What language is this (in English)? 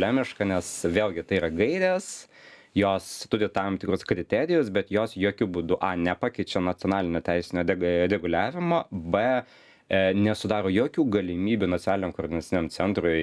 Lithuanian